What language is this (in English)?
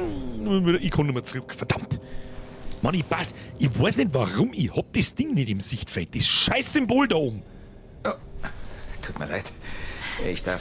Bavarian